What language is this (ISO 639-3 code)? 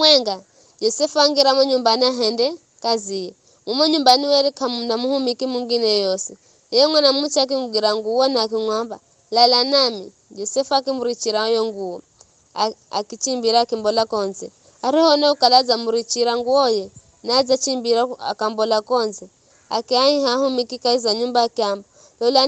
nyf